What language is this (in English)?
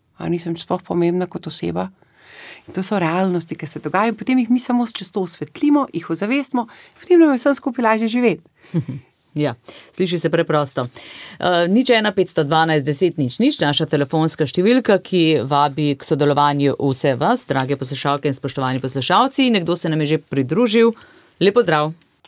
Slovenian